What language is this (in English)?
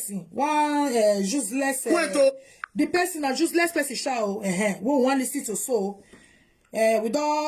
Nigerian Pidgin